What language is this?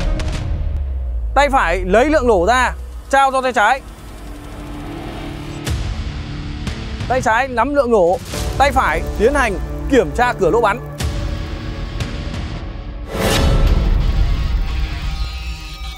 Vietnamese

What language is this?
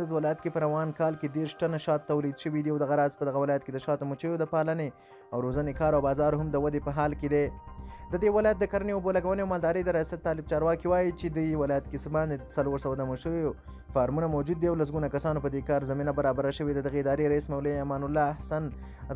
Pashto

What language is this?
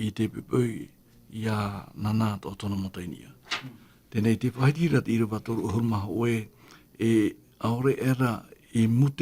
Tahitian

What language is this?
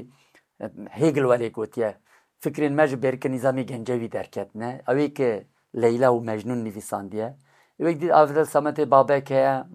Kurdish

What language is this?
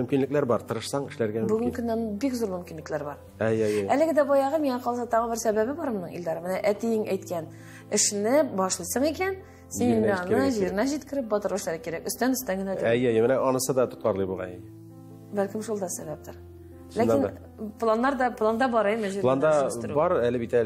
Tatar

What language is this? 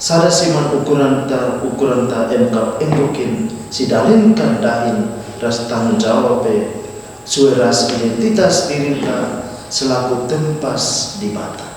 Batak Karo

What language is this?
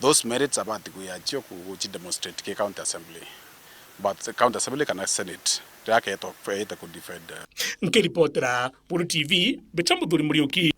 Meru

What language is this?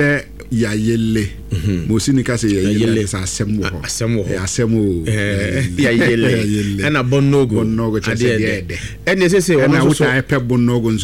Akan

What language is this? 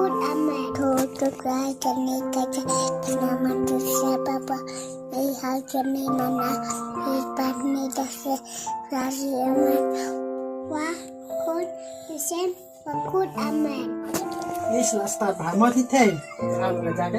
Khasi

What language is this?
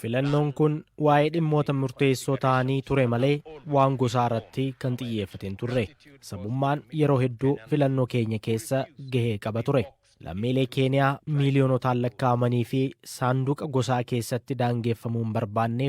Oromo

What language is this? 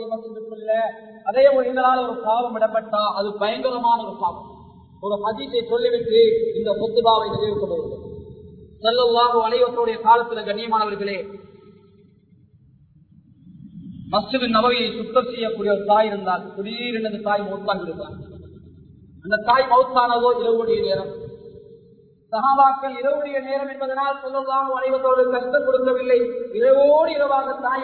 Tamil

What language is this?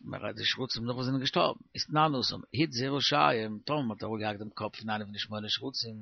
Yiddish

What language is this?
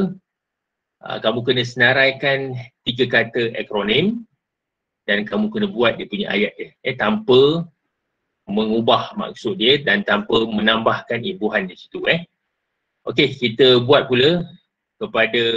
Malay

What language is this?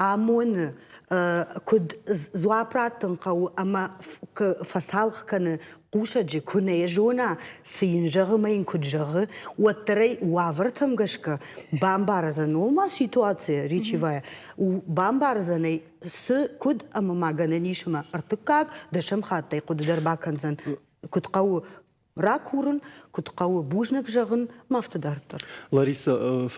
Ossetic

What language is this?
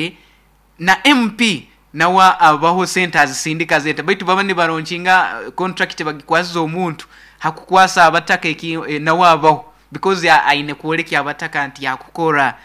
Nyoro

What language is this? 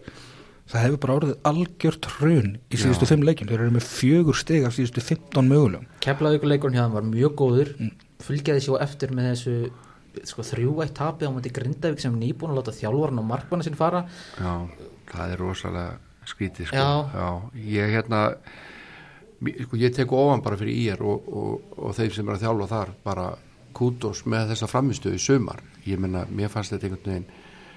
Icelandic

